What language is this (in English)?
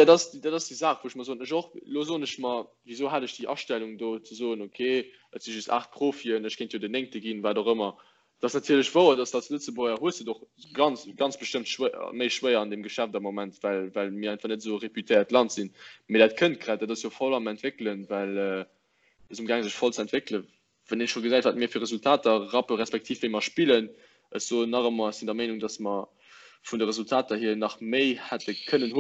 Luxembourgish